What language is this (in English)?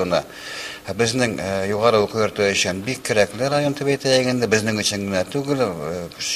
Bashkir